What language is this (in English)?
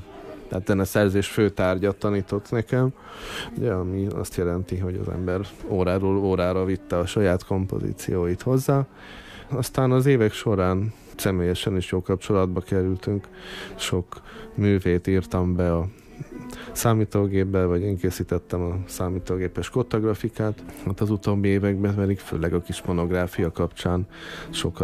Hungarian